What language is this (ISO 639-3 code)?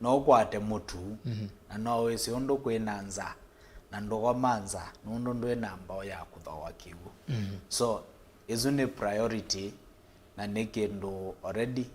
kam